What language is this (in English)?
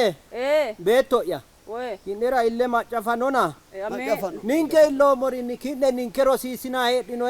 Sidamo